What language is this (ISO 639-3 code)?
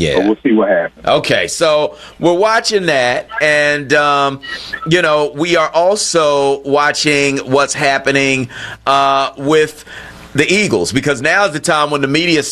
eng